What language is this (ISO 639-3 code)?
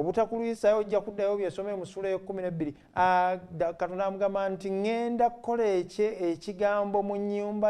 lug